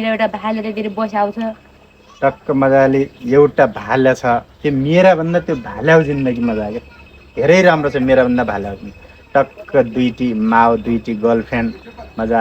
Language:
Nepali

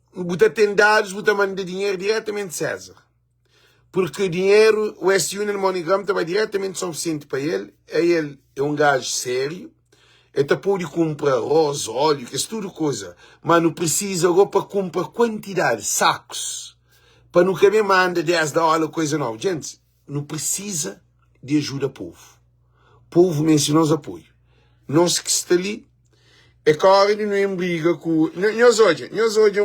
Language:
Kabuverdianu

